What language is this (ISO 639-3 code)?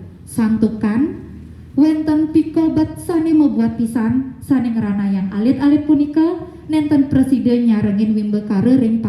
ban